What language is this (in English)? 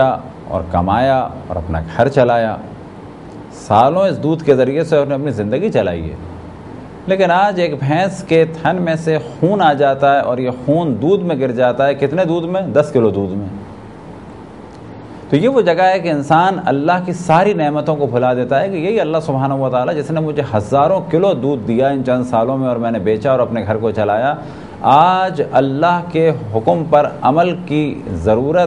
Urdu